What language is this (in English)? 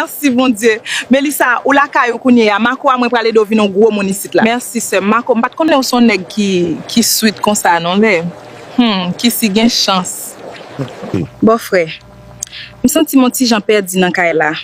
Haitian Creole